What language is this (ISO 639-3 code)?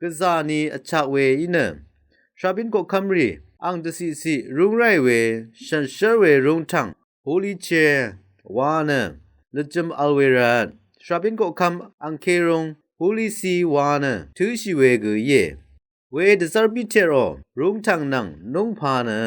raw